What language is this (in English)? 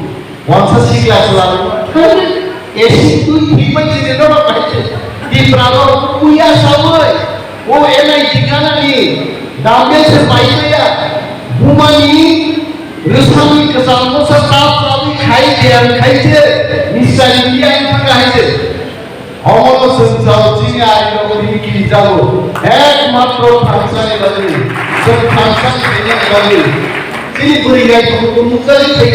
Kok Borok